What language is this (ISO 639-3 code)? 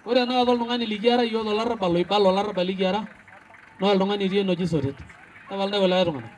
mas